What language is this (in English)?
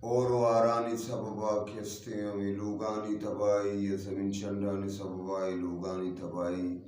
Eastern Balochi